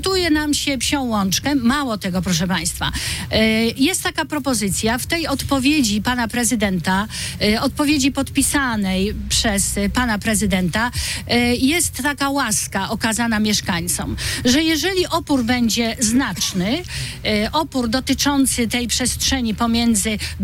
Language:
Polish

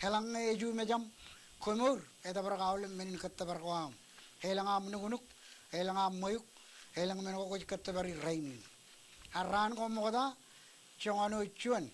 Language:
Marshallese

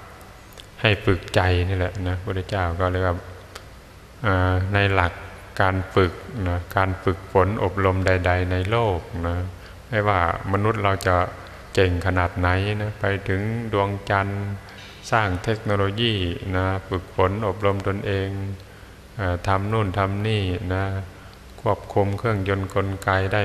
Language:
Thai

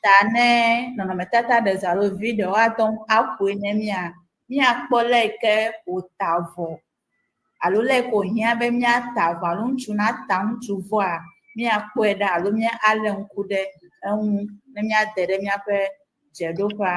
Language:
Ewe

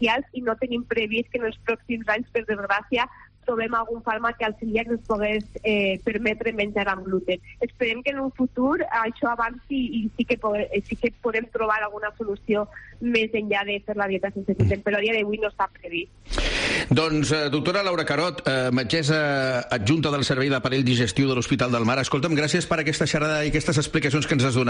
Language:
Catalan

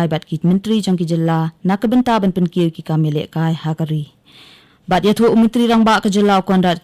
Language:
Khasi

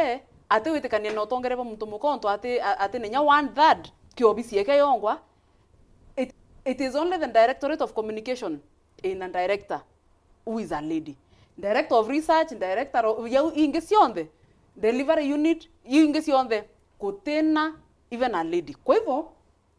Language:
Meru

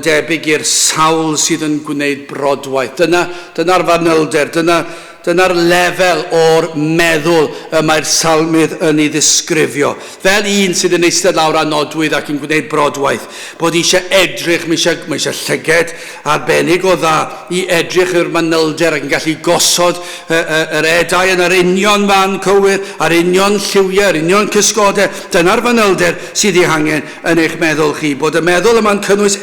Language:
Welsh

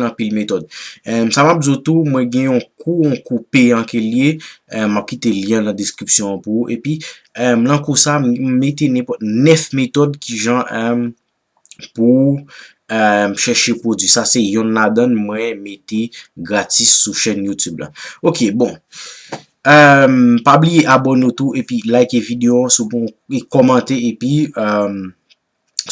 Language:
Haitian Creole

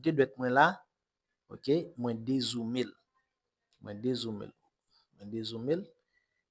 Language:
Haitian Creole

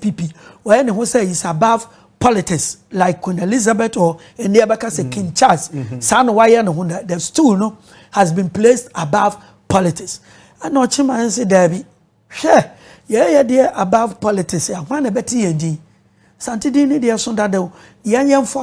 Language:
Akan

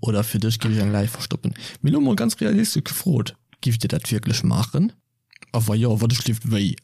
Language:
Luxembourgish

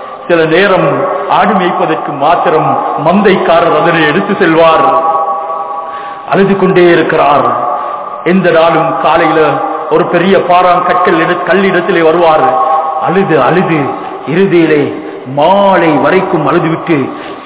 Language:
Tamil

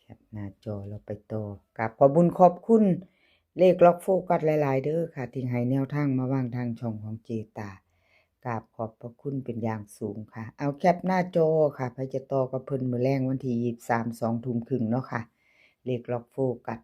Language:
Northeastern Thai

